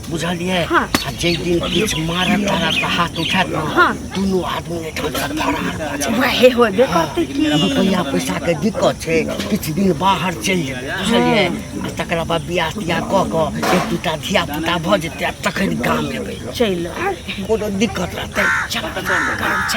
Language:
Maithili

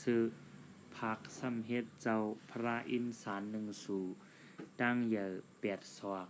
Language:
Shan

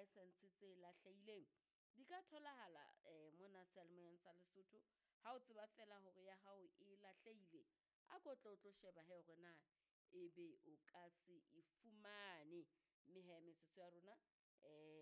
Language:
Southern Sotho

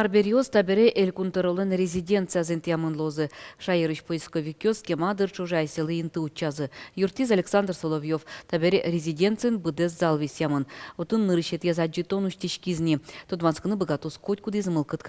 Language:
Udmurt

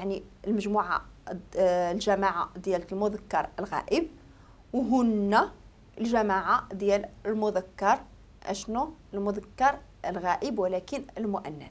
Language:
Moroccan Arabic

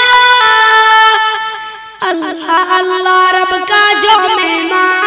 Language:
Urdu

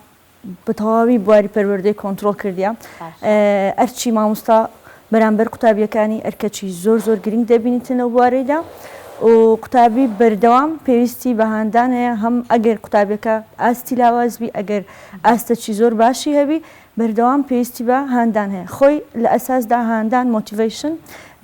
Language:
Central Kurdish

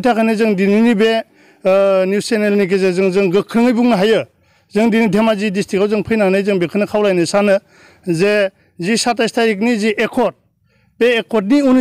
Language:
Bodo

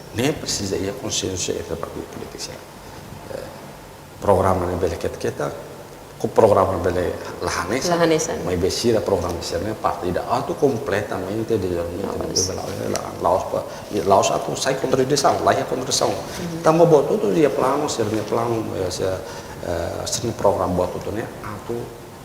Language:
Tetum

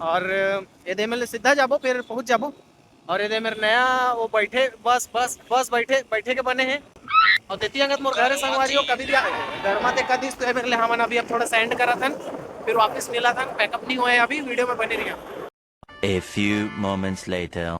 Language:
Chhattisgarhi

